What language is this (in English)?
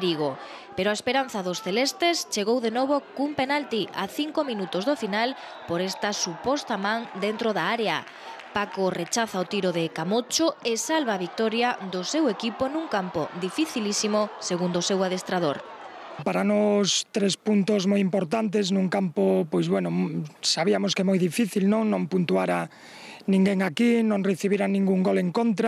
Galician